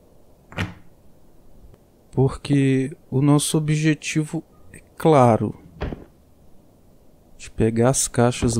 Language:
Portuguese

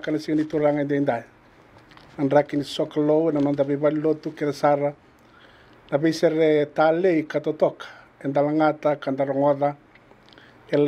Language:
Fijian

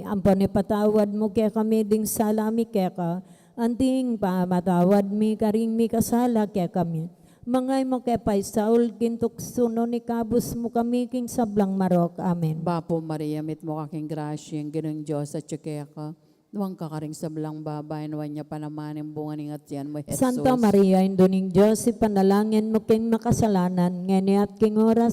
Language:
Pampanga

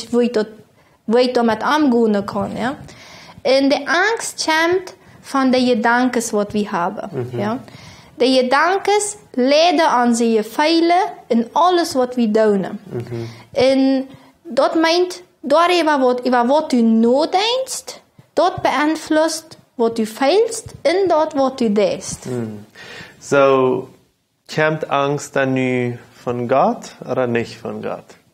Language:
Plautdietsch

